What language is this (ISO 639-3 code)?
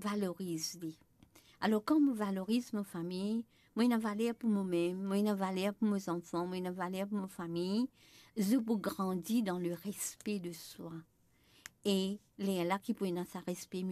mfe